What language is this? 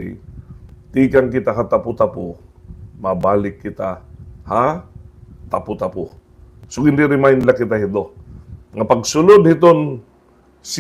Waray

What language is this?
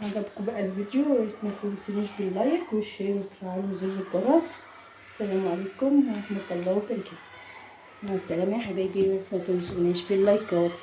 Egyptian Arabic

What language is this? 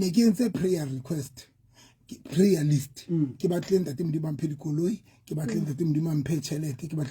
Southern Sotho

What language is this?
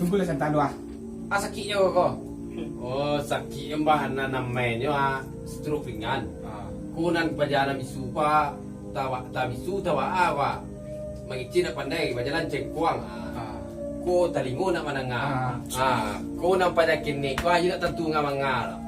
Minangkabau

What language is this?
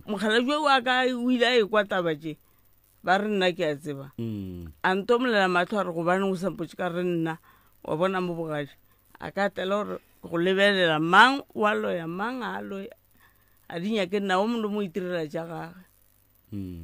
Northern Sotho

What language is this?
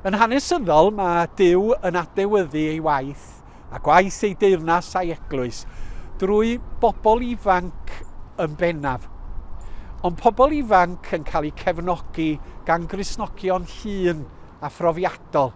Welsh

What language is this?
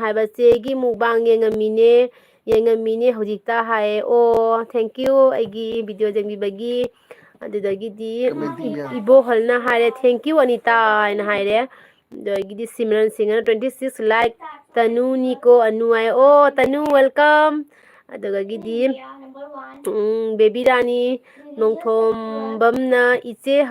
Manipuri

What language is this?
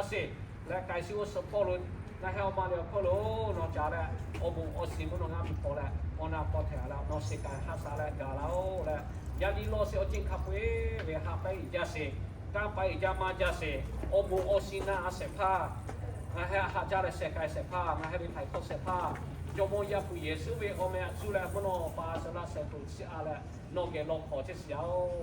Lahu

